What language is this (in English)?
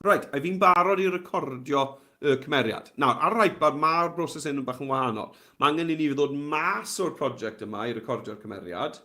Welsh